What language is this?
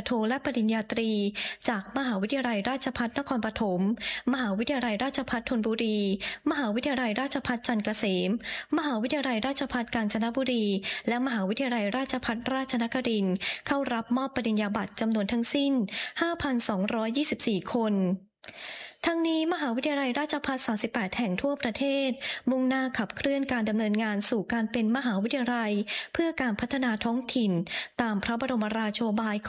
Thai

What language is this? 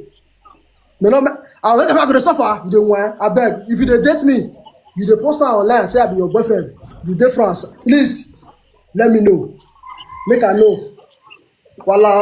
Nigerian Pidgin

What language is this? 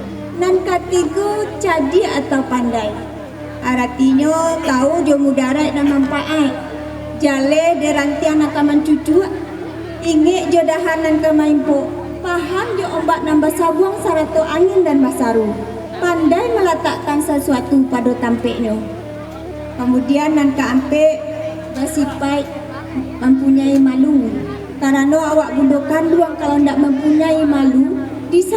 Minangkabau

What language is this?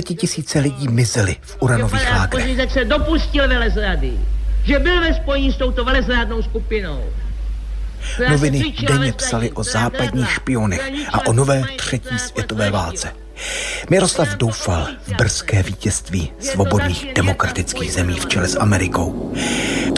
Czech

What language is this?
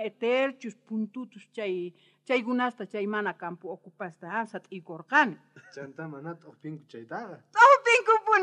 South Bolivian Quechua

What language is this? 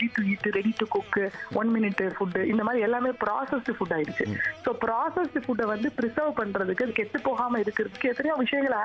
Tamil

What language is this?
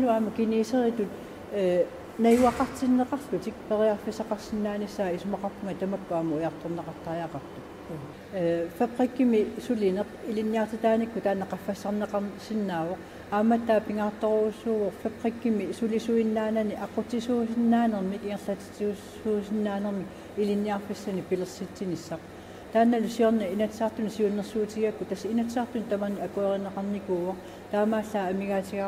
Kalaallisut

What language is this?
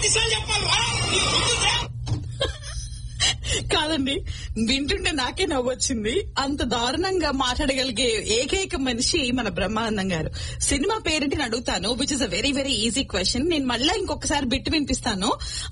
Telugu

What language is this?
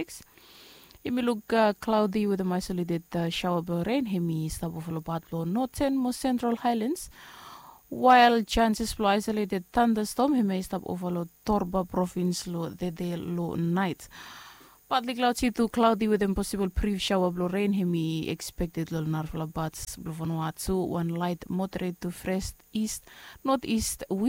Bislama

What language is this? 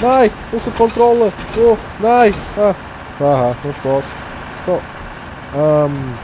Swiss German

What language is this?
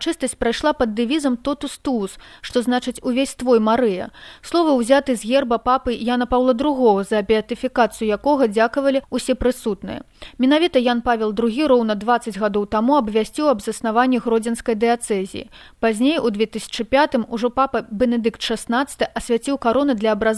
Belarusian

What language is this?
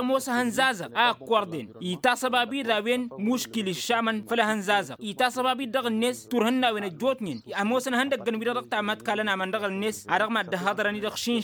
Tamasheq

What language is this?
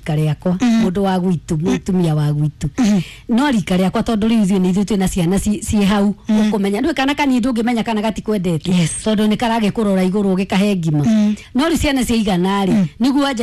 Kikuyu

